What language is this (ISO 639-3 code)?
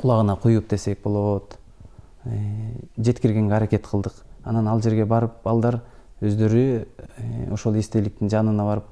kir